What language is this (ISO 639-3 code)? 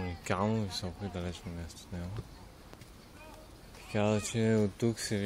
bul